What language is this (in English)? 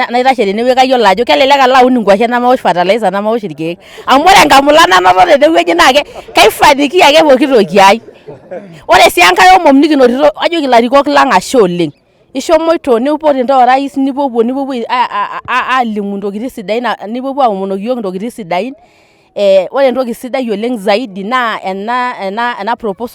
Masai